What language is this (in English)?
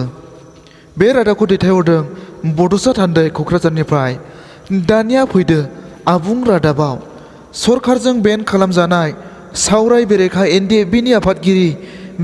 Bodo